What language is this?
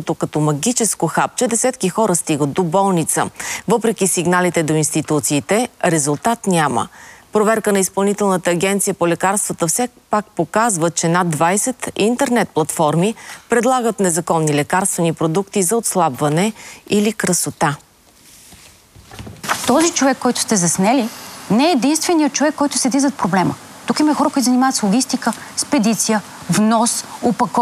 Bulgarian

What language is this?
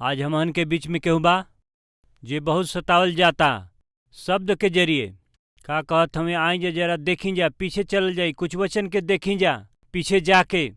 Bhojpuri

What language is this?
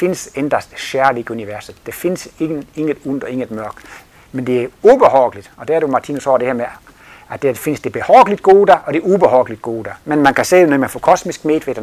Danish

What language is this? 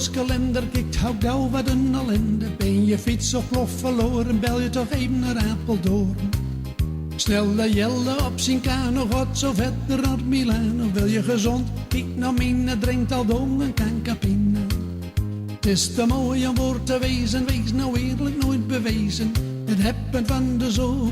Gronings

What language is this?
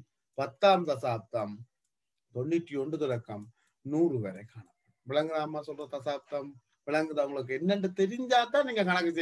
Tamil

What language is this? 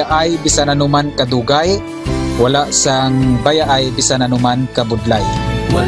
Hiligaynon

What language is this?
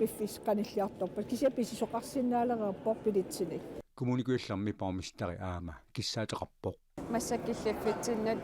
Kalaallisut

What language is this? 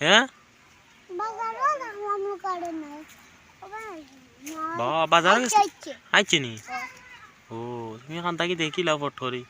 Sylheti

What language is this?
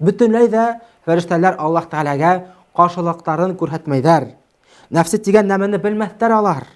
Bashkir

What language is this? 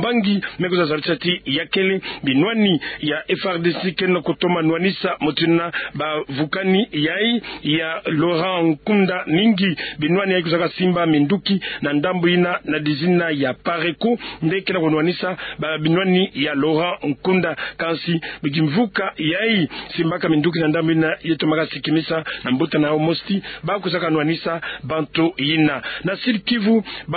Kituba (Democratic Republic of Congo)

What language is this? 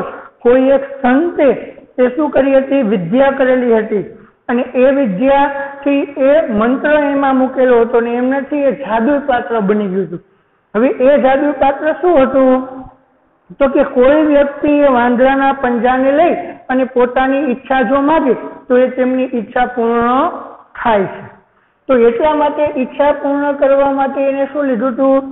Gujarati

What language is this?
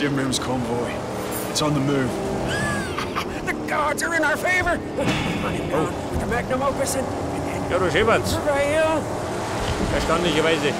Bavarian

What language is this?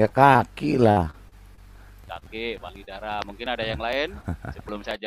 Indonesian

